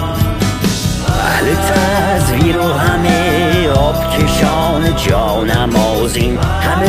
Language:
Persian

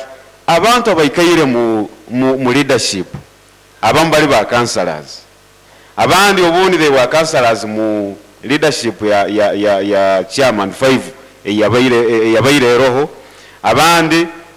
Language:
Nyoro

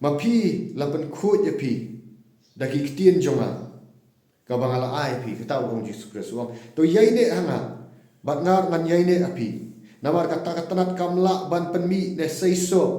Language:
Khasi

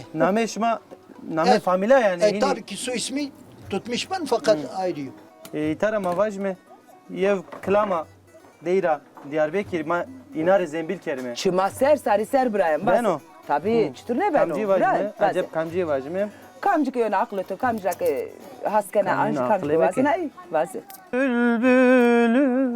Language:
Zaza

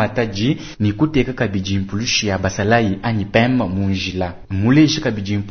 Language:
Luba-Lulua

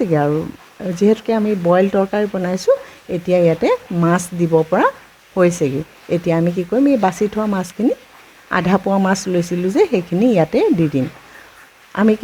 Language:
Assamese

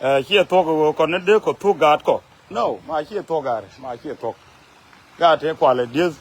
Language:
Nuer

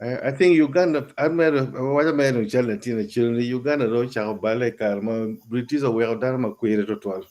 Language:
Acoli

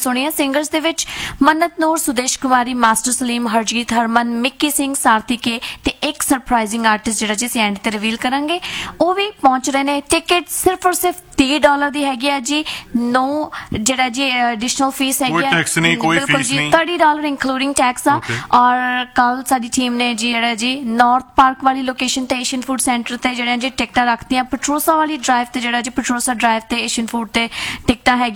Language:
Punjabi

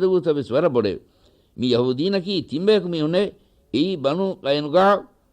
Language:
Divehi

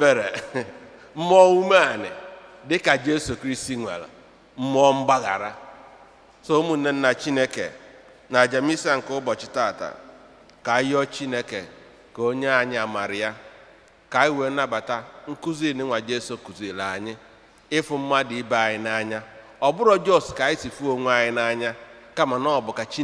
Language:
Igbo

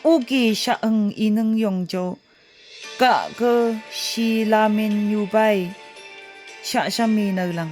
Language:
Phom Naga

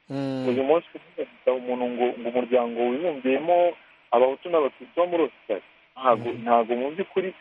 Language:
Kinyarwanda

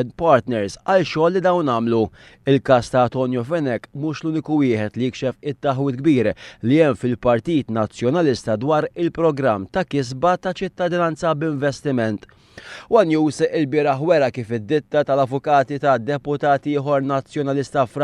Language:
Maltese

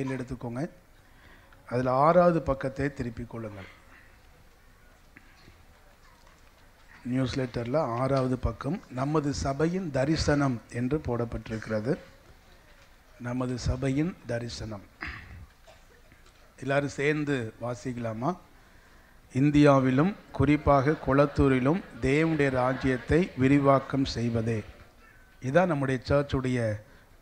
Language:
Tamil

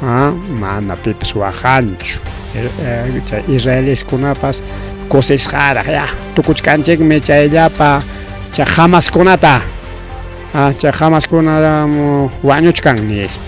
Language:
Ayacucho Quechua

